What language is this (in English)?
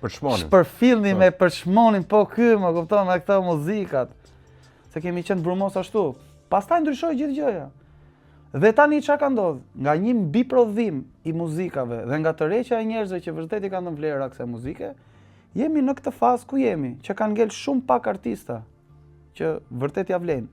Albanian